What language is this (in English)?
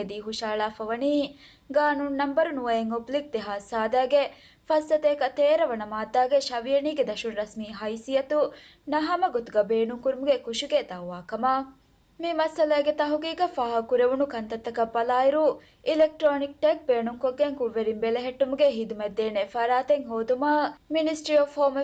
Divehi